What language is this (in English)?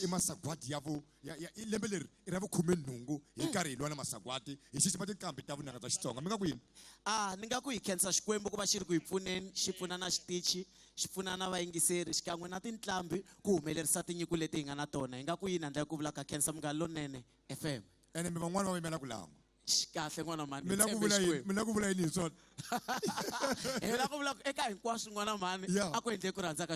Tsonga